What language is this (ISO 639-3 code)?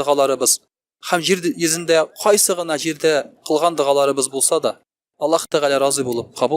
tat